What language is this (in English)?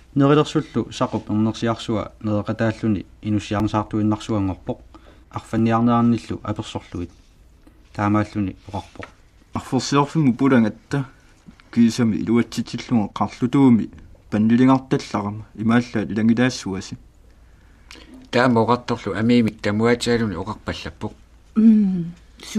Kalaallisut